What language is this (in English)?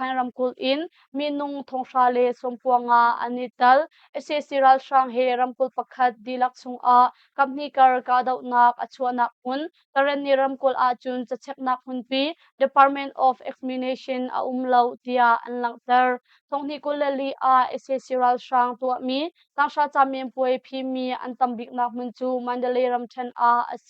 Hakha Chin